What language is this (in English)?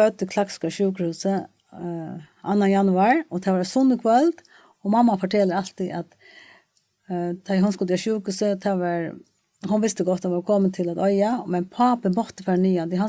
Faroese